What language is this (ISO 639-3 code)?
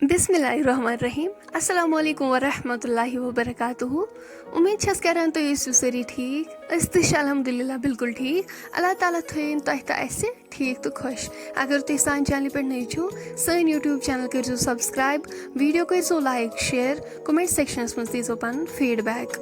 kas